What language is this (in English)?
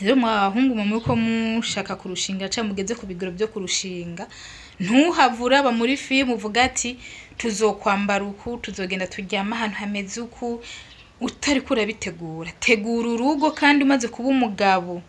Rundi